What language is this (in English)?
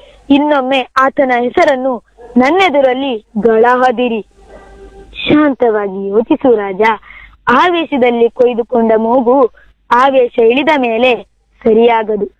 Kannada